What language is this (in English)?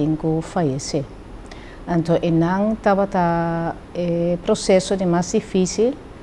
Papiamento